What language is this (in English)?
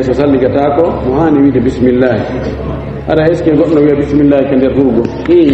Fula